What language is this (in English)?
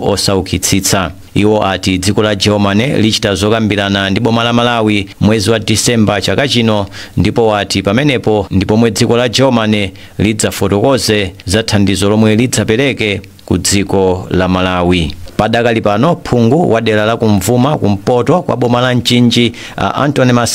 Nyanja